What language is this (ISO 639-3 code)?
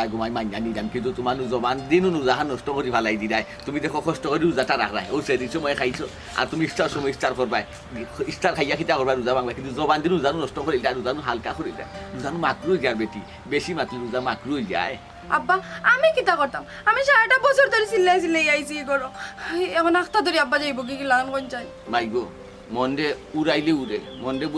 syl